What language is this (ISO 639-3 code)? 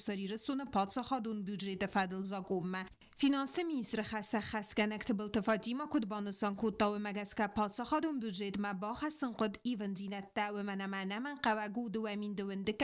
oss